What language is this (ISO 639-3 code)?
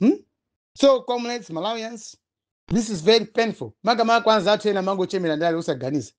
nya